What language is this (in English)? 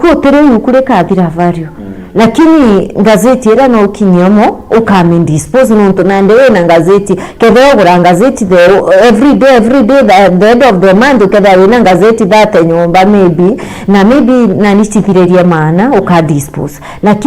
Meru